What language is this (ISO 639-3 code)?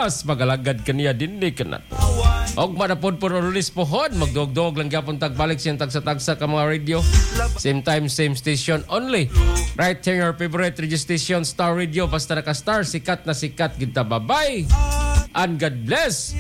ceb